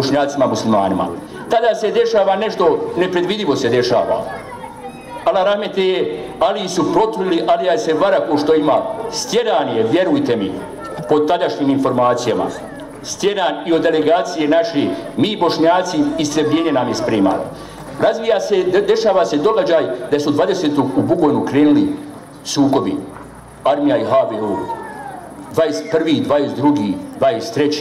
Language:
Bosnian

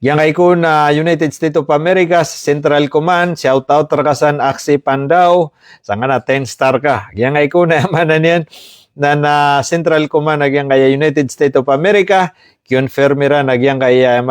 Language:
Maranao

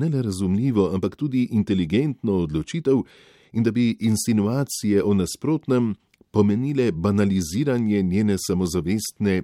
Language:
Slovenian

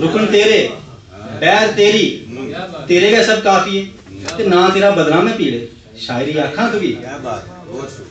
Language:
Dogri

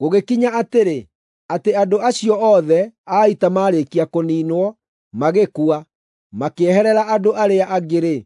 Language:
Kikuyu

